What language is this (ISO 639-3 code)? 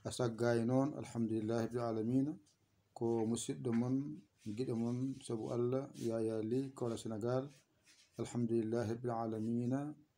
ful